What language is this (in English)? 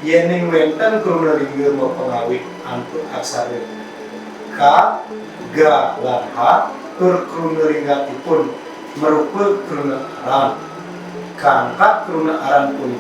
Balinese